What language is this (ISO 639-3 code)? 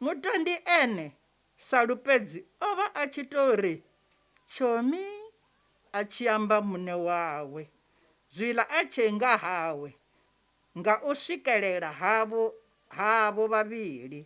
ven